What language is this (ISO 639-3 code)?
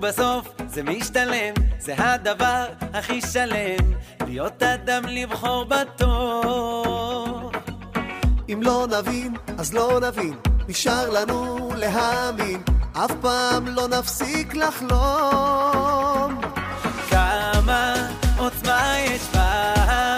heb